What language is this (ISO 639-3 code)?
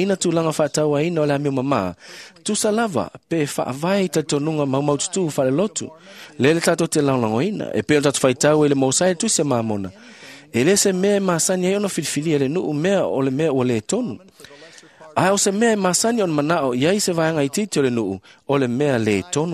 smo